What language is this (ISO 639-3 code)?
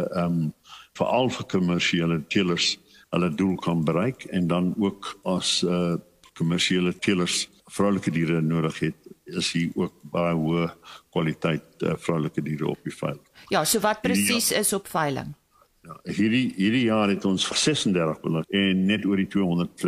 afr